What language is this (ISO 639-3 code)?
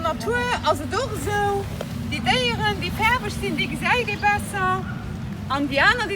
ltz